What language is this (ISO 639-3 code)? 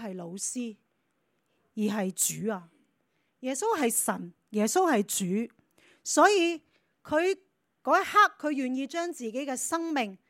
yue